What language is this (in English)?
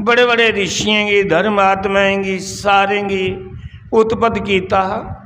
Dogri